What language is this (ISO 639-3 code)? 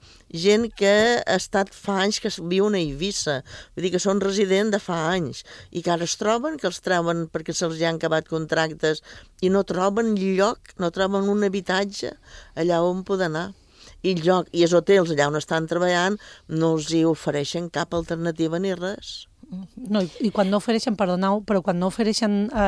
cat